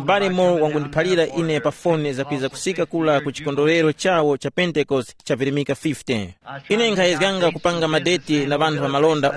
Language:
Tumbuka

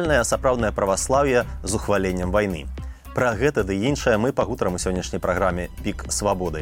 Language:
Belarusian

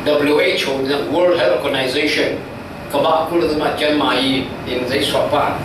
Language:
Falam Chin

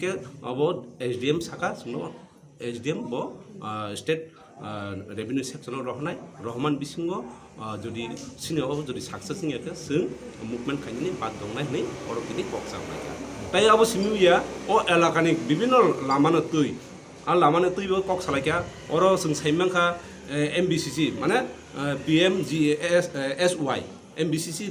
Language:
Kok Borok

